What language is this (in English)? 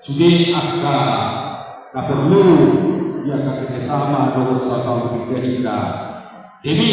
Batak Toba